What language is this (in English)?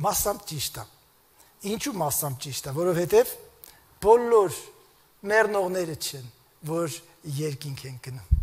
Armenian